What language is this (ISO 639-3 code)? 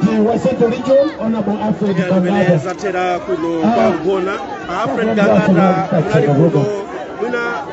nya